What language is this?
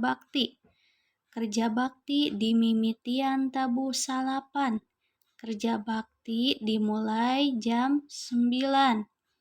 Sundanese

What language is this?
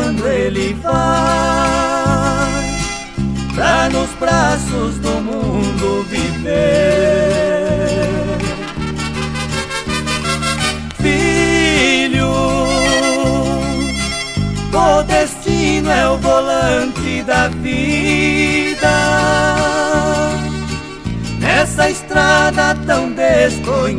Portuguese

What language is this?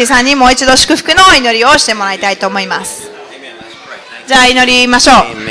Japanese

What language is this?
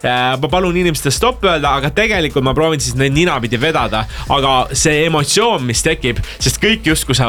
Estonian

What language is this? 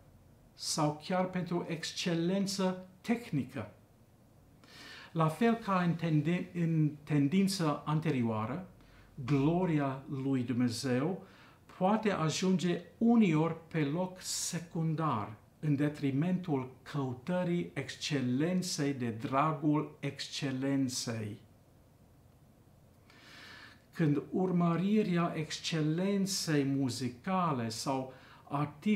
Romanian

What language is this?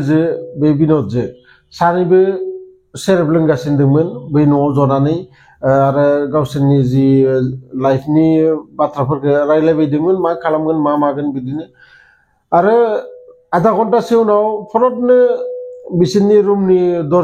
Bodo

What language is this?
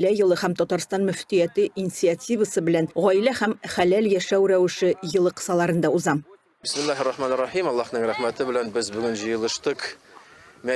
Tatar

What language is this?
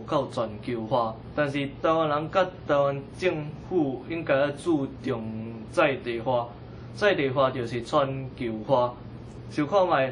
Min Nan Chinese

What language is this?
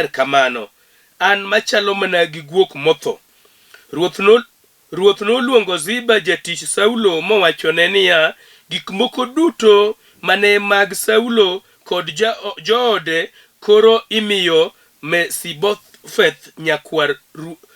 Luo (Kenya and Tanzania)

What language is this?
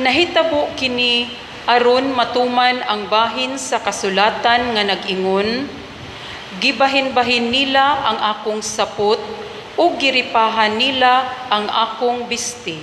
Cebuano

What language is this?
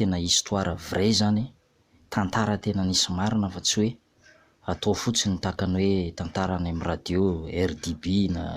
Malagasy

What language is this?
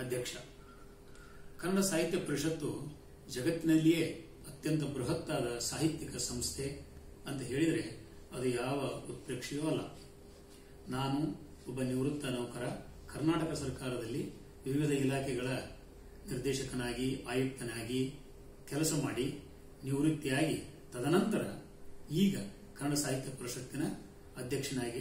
Kannada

